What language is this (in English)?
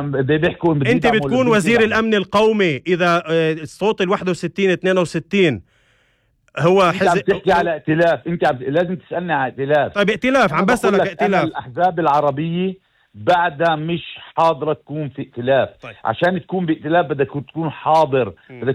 North Levantine Arabic